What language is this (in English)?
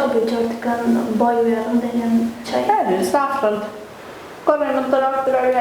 Kurdish